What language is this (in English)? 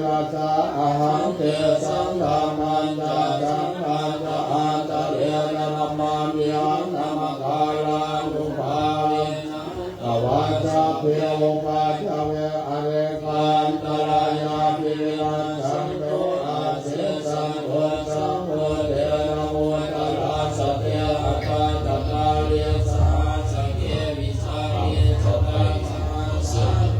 Pali